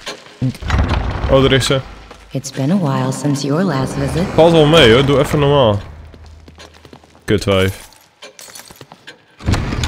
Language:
Dutch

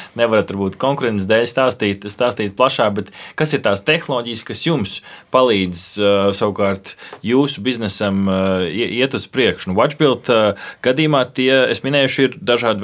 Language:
Latvian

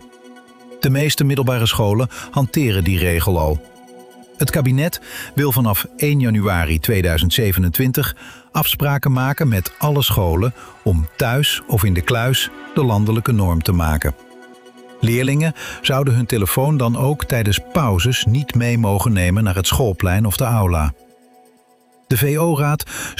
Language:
Dutch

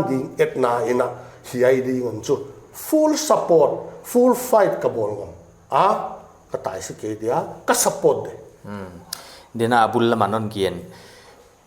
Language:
Paite Chin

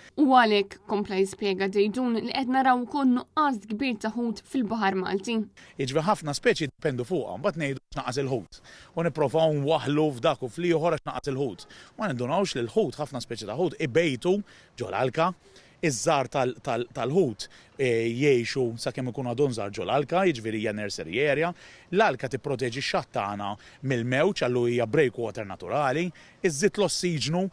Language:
Maltese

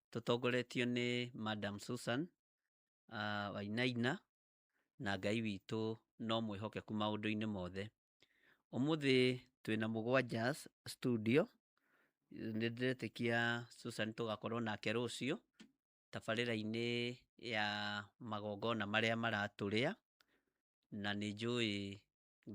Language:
Kikuyu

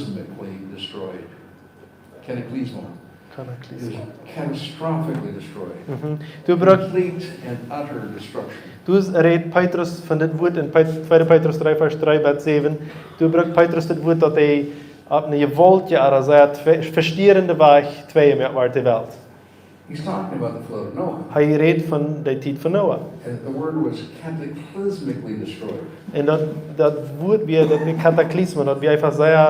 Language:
Plautdietsch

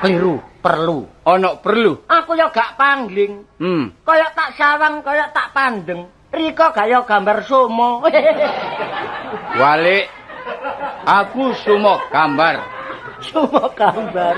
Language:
Javanese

